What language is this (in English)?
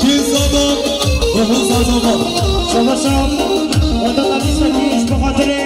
Kurdish